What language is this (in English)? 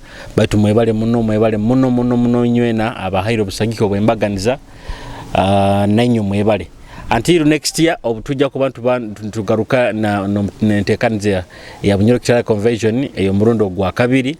Nyoro